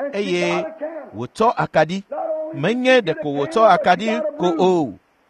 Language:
Ewe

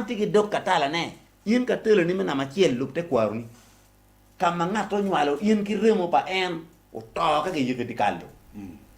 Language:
Acoli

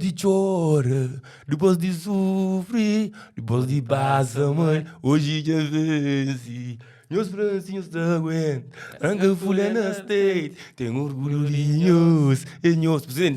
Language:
Kabuverdianu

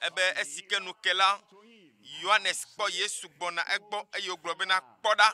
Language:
Ewe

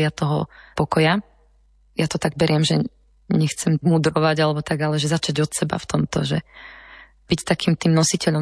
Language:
Slovak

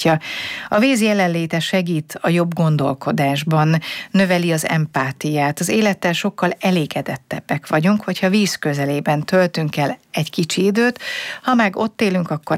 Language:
Hungarian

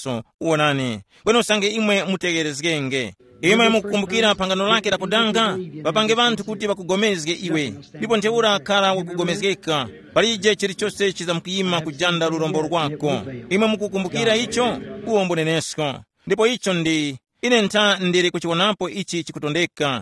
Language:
Tumbuka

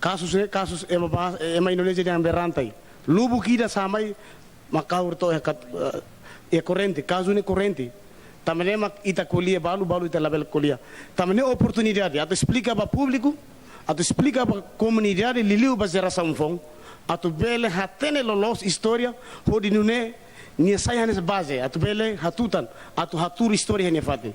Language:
Tetum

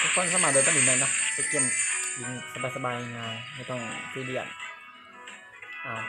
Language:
Lao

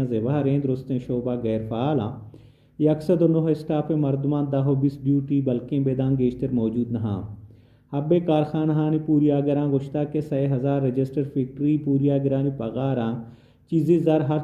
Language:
Baluchi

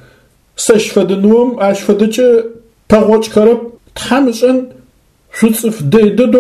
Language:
Adyghe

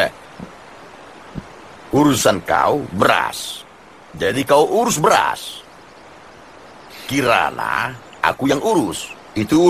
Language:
Indonesian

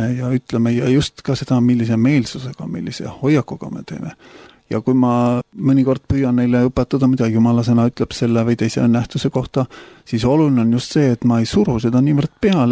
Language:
Estonian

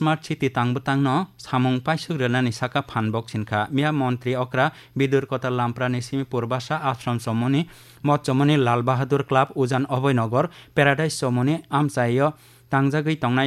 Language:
Kok Borok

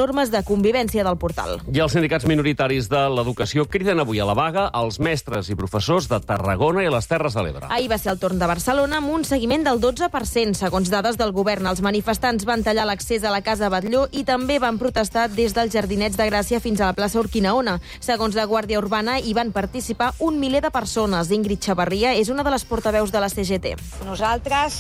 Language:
Catalan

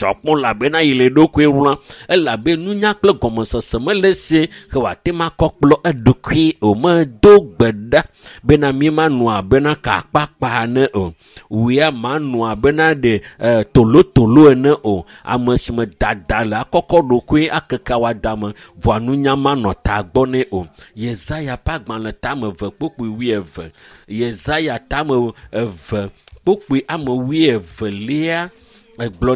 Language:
Ewe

